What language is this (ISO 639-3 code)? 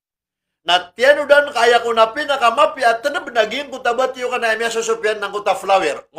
mrw